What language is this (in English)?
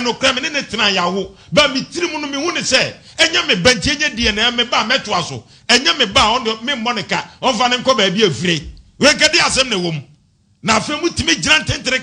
Akan